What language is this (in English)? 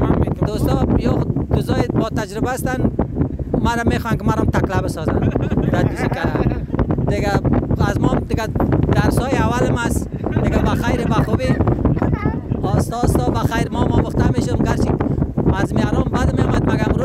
Persian